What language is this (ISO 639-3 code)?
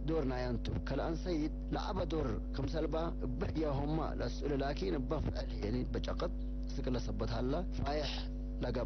tig